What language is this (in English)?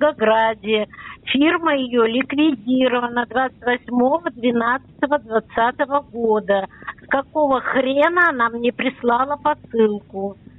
Russian